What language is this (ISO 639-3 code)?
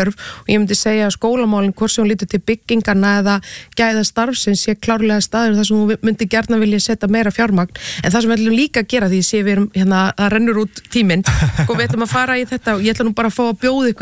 isl